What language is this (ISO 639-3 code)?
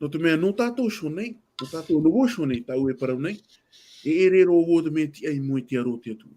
tah